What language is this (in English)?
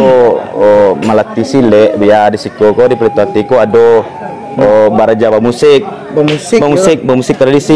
Minangkabau